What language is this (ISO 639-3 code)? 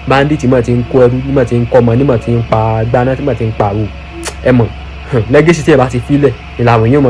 yor